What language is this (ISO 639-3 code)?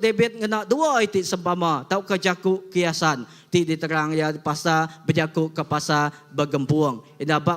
iba